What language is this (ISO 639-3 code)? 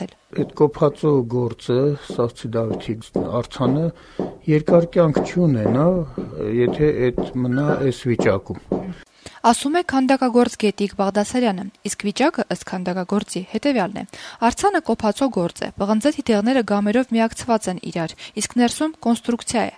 hye